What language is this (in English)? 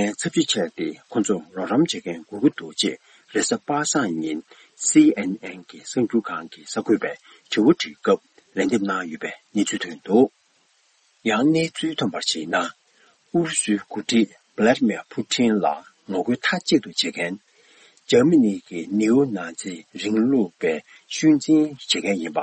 Tibetan